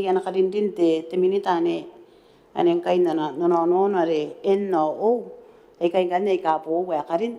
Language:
Gilbertese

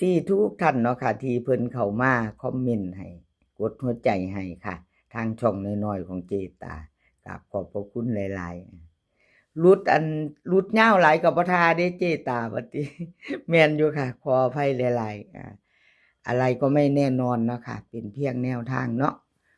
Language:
Northeastern Thai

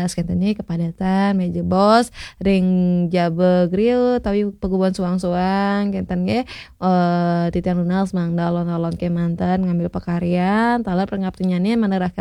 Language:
Balinese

